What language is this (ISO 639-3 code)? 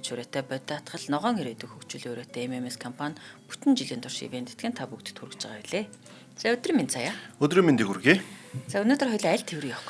mon